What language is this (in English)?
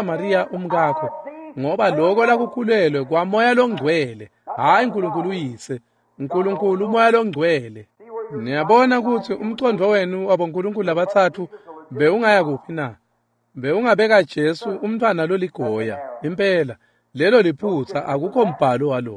Swati